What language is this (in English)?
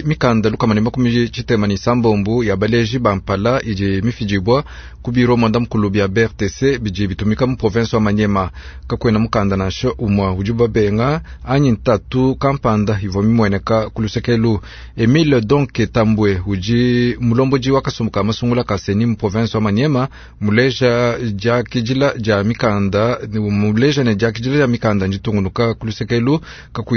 Luba-Lulua